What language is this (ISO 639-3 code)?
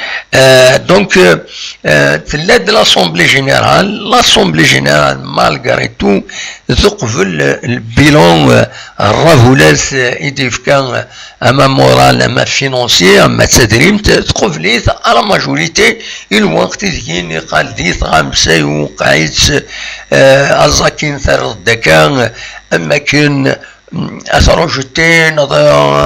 kab